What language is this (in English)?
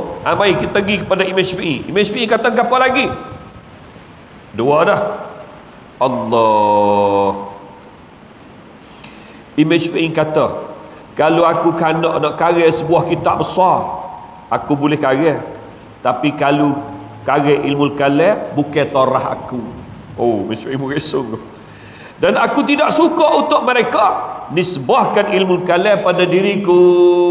Malay